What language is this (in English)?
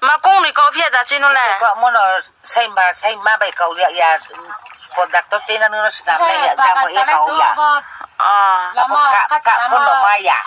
Riang (India)